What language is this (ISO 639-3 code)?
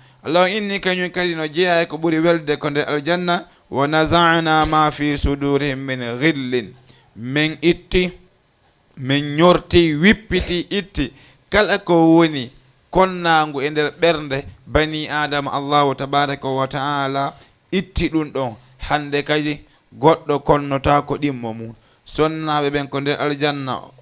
ful